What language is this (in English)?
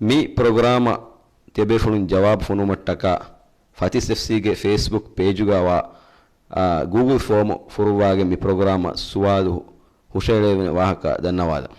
Divehi